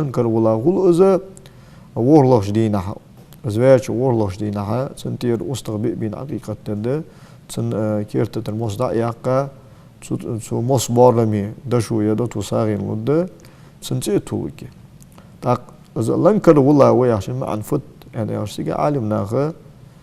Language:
Ingush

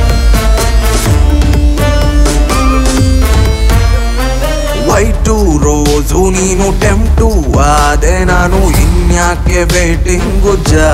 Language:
Kannada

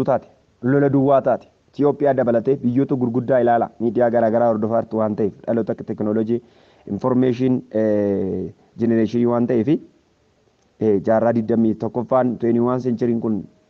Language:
Oromo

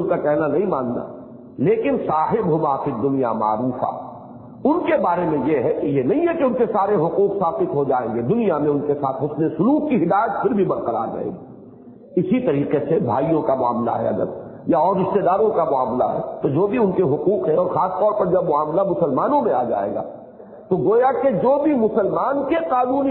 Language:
Urdu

